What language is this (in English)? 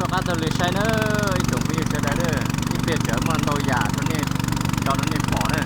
Hmong